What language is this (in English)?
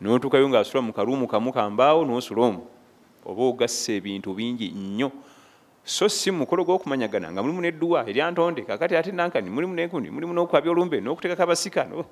Ganda